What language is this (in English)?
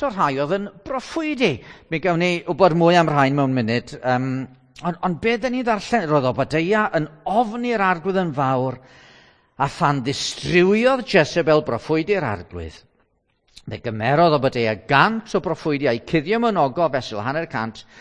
Welsh